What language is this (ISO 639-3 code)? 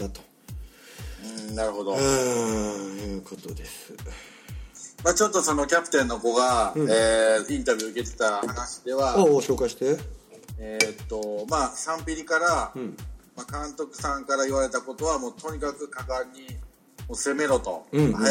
jpn